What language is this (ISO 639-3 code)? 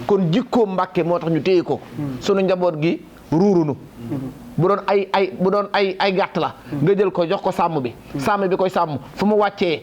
wol